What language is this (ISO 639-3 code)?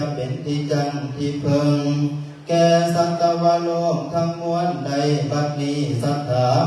lao